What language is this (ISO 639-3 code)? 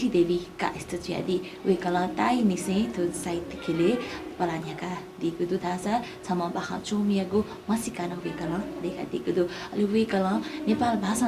new